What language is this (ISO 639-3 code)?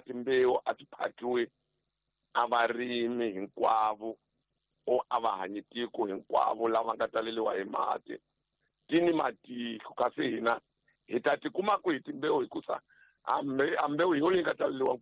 tso